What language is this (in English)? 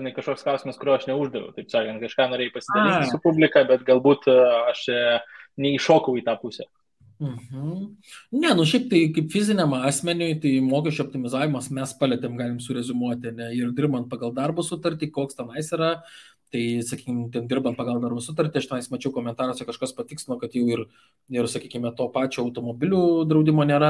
Lithuanian